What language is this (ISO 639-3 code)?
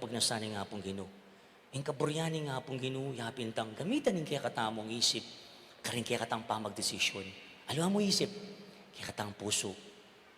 pam